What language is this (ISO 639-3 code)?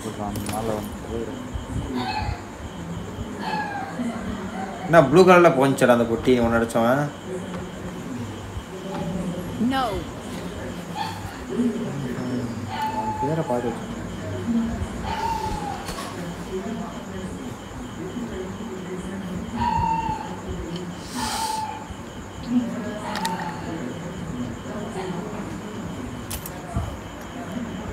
tam